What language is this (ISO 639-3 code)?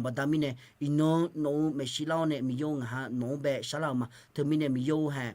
ahk